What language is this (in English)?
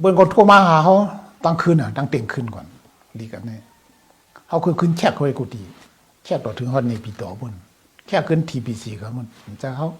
Shan